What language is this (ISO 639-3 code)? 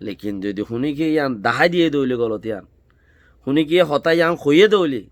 rhg